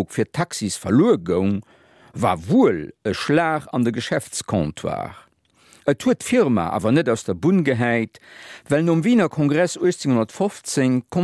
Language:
Luxembourgish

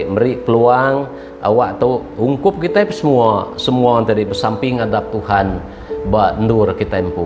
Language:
Iban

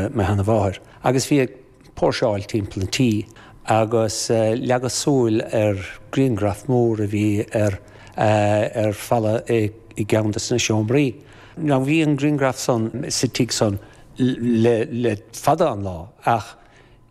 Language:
Irish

